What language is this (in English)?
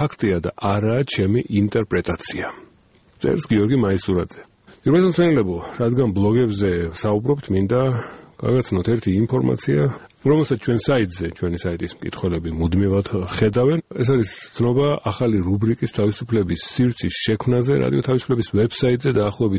Georgian